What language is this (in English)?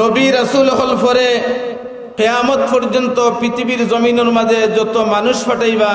Sylheti